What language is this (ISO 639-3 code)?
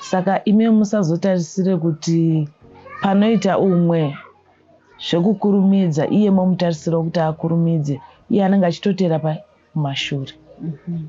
sna